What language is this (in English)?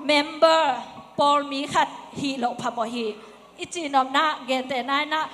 Tedim Chin